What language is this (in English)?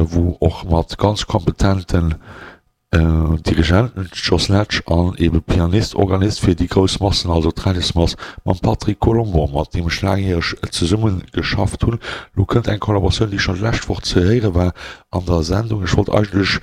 Luxembourgish